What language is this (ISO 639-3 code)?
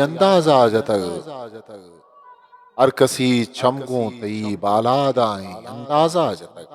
bgp